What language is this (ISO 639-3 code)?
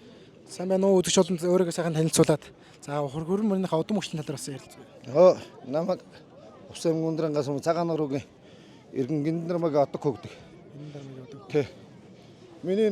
mon